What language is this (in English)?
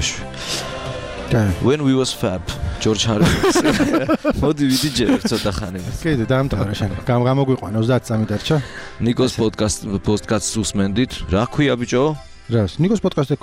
Georgian